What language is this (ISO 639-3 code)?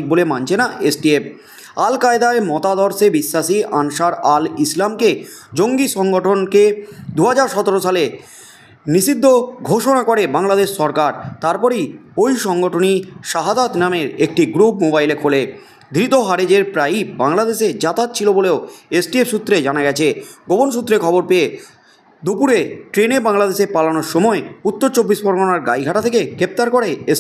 ben